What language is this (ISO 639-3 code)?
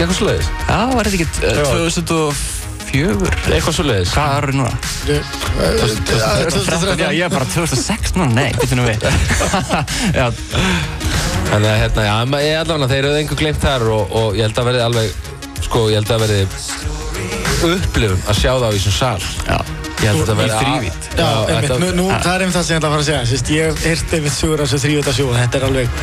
isl